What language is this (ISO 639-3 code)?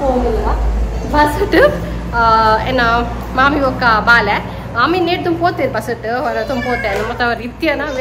tcy